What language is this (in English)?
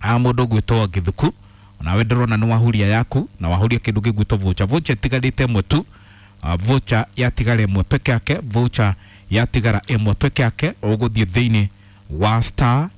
Kikuyu